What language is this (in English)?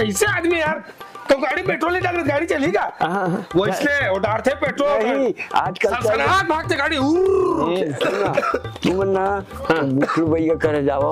Chhattisgarhi